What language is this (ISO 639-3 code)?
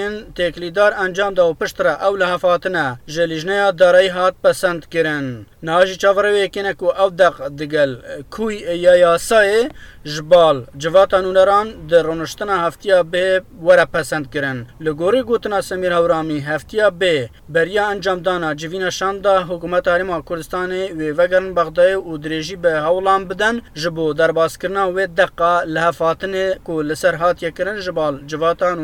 kur